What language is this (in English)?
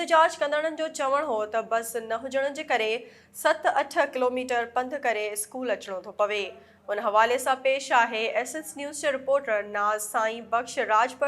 Sindhi